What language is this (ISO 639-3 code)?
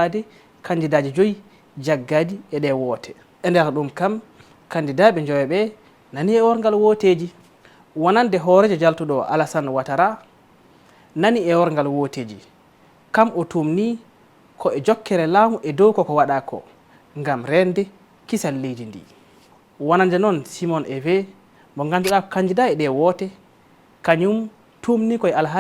ful